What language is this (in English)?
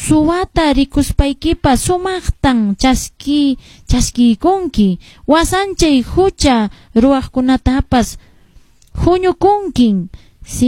Quechua